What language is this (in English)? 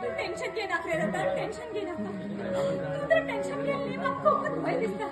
Konkani